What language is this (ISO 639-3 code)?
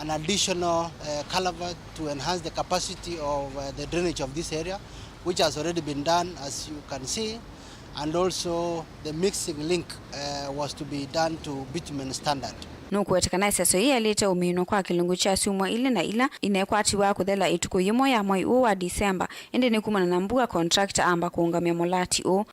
kam